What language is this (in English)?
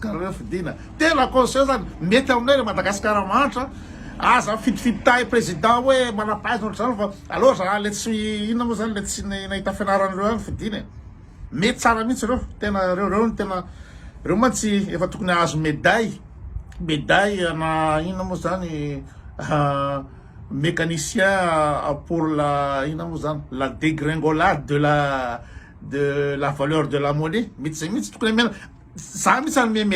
Malagasy